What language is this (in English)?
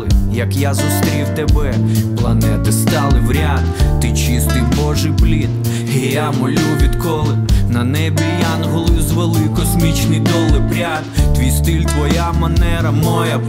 Ukrainian